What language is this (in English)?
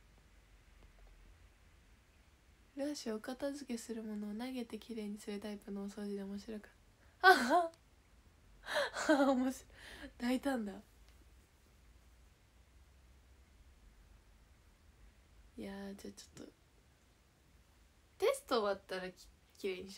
Japanese